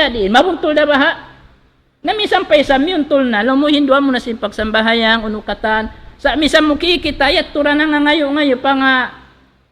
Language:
Tausug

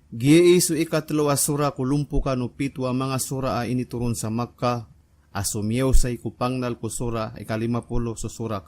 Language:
Maranao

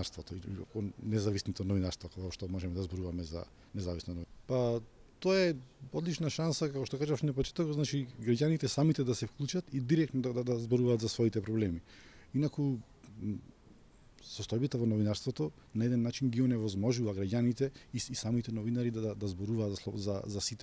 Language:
Macedonian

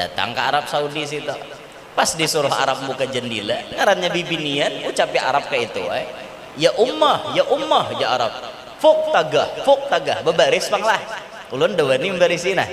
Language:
Banjar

